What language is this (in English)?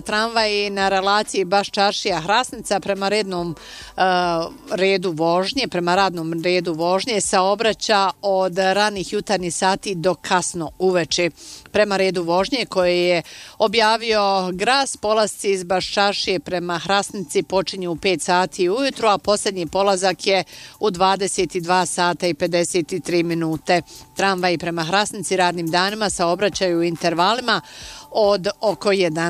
Bosnian